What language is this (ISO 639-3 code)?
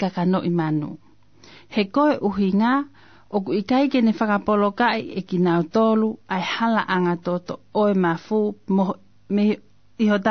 ton